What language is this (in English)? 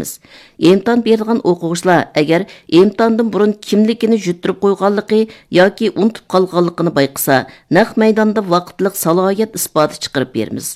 Uyghur